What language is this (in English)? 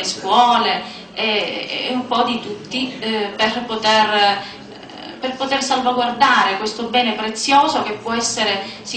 Italian